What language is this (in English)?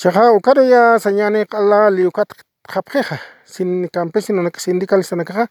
Aymara